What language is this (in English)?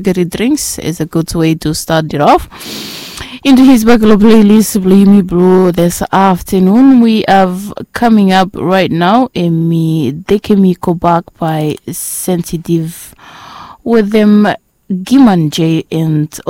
Bislama